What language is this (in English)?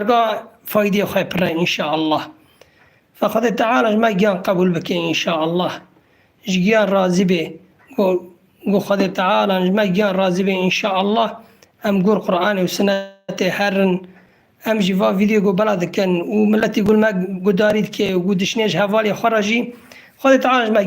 Kurdish